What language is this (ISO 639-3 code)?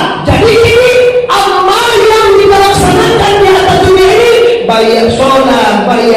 min